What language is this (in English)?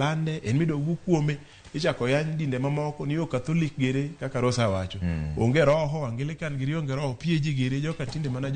Luo (Kenya and Tanzania)